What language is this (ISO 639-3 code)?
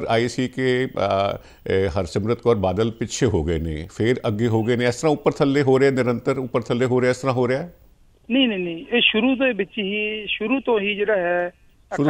pan